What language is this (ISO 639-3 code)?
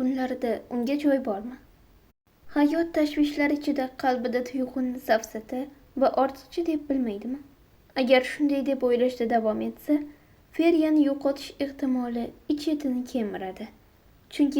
uzb